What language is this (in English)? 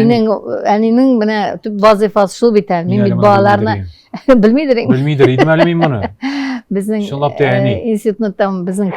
Tatar